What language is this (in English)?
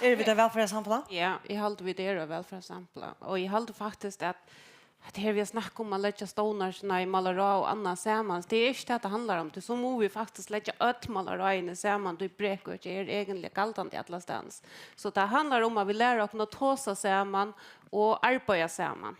Faroese